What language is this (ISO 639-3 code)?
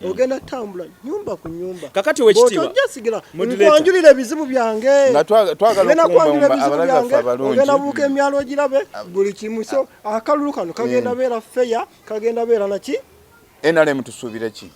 lug